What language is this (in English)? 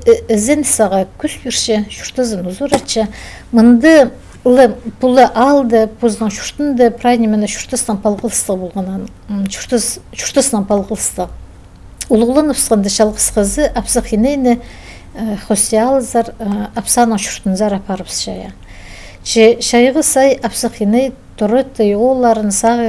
Khakas